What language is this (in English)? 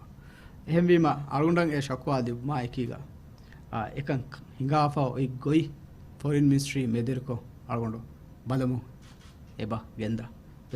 Divehi